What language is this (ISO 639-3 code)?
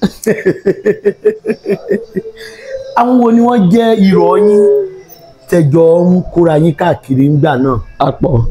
yor